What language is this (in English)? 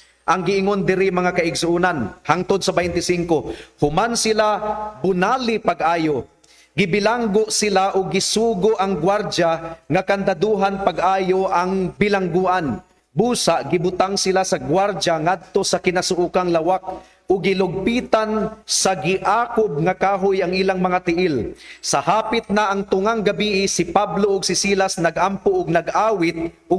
Cebuano